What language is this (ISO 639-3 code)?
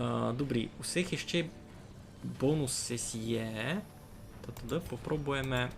rue